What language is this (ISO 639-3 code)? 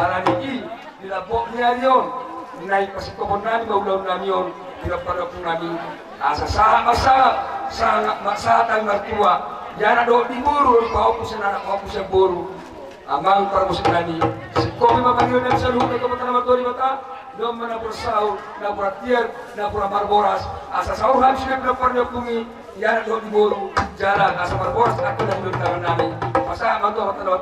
bbc